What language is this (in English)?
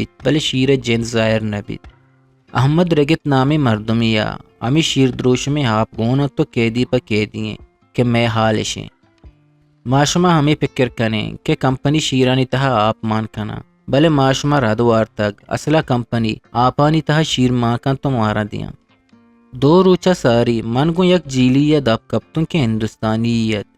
Eastern Balochi